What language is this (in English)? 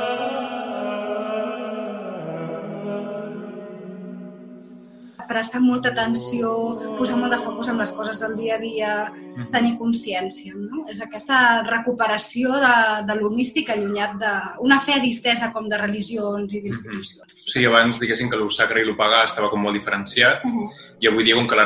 Catalan